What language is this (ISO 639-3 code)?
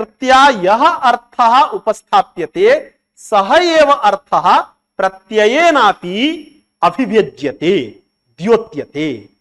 san